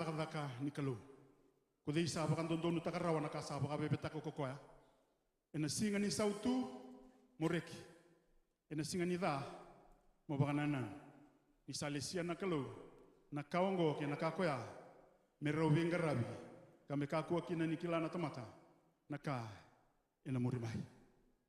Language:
Fijian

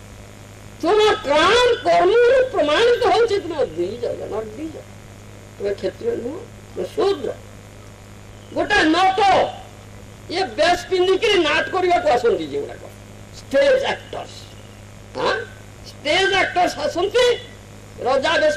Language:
Odia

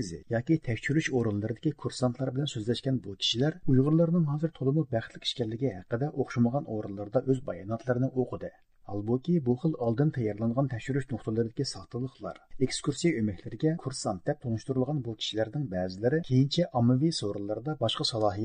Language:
Uyghur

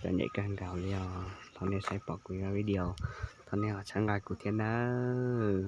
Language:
Hmong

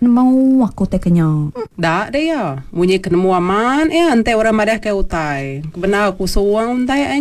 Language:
Iban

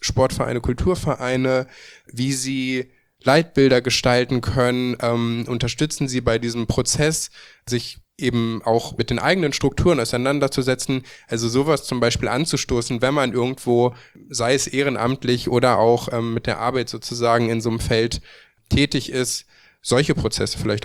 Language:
German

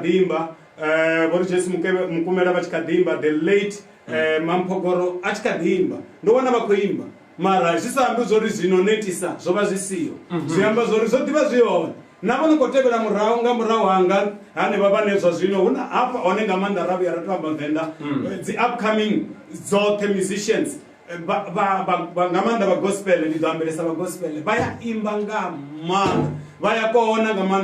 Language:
Venda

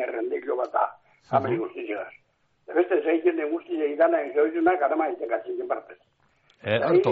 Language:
Basque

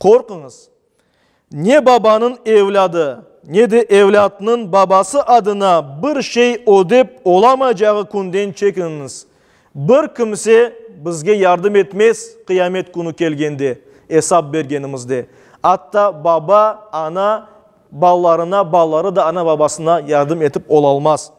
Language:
Crimean Tatar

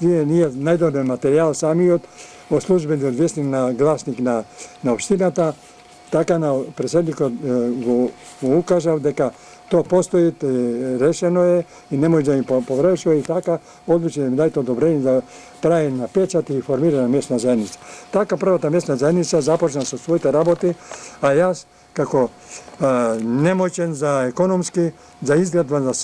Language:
Macedonian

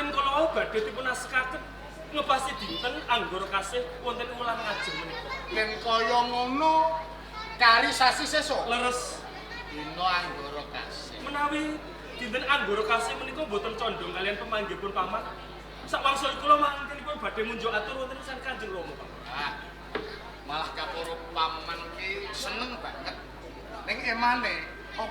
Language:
Javanese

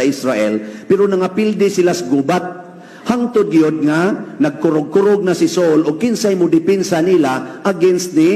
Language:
Cebuano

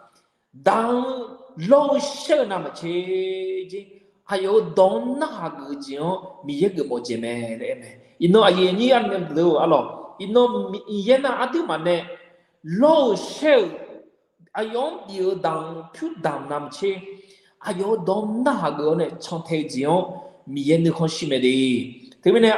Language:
Akha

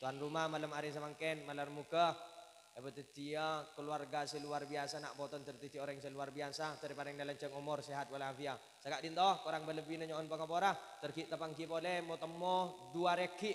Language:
Madurese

